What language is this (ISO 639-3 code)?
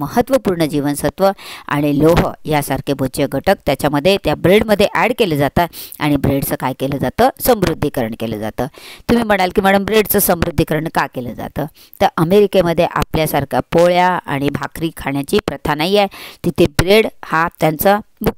mar